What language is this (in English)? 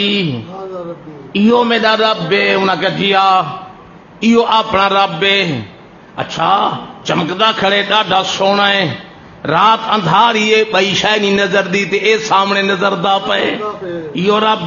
Saraiki